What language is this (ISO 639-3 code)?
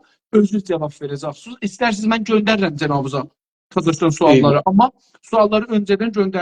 azb